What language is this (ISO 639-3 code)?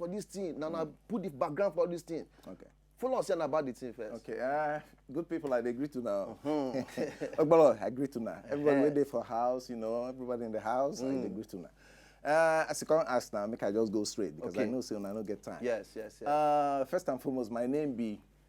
pcm